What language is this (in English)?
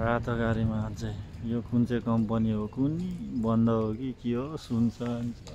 Nepali